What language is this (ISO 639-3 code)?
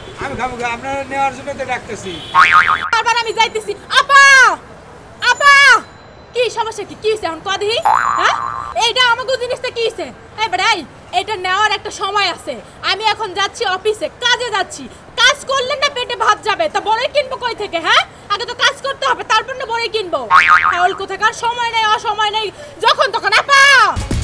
ben